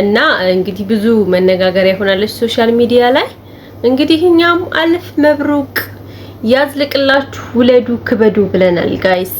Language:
Amharic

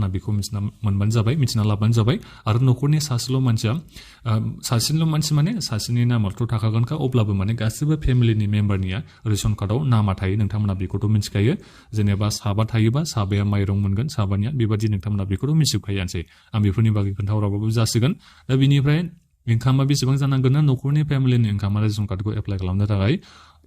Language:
Bodo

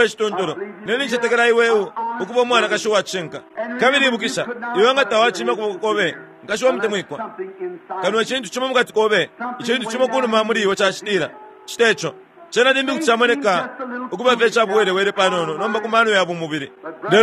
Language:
Bemba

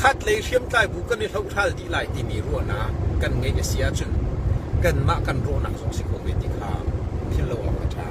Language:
Hakha Chin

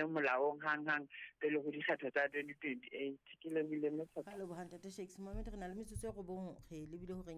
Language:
Southern Sotho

